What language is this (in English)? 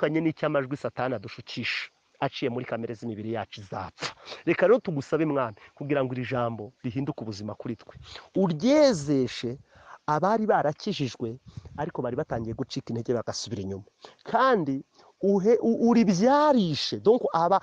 Kinyarwanda